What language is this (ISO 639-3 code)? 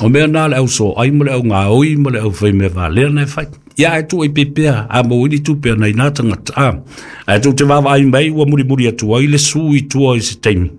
smo